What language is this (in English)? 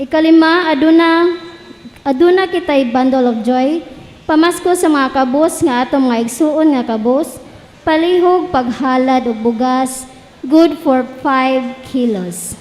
Cebuano